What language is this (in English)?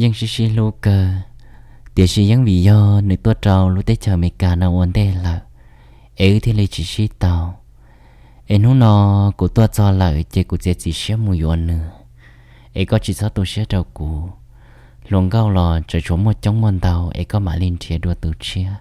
Hmong